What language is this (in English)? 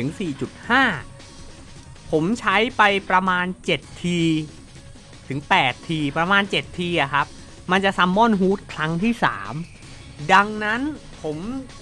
Thai